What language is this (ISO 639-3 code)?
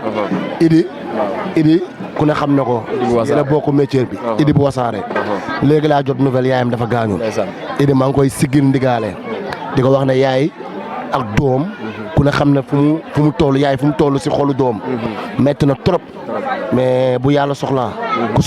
wol